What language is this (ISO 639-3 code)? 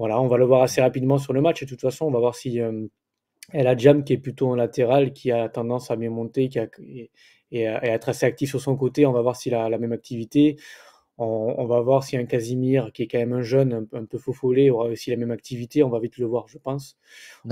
fra